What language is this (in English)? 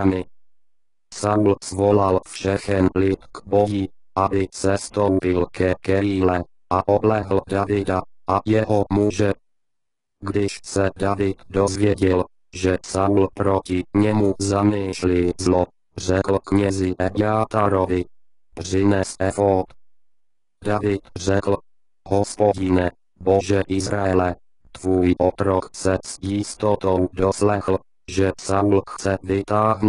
Czech